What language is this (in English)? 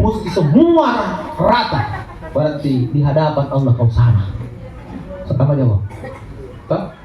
Makasar